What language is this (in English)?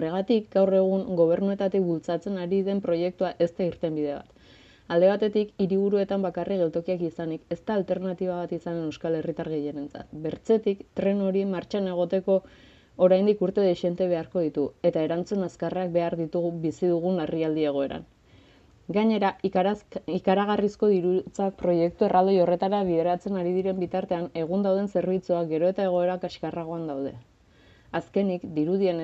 Basque